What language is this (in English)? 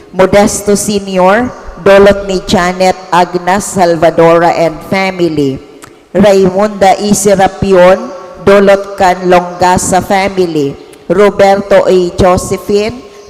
Bikol